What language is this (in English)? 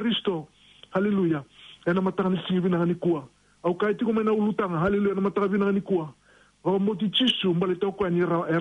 Fijian